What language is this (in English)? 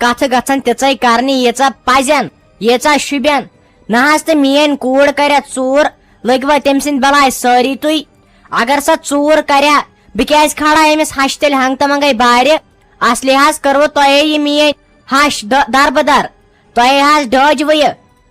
Kashmiri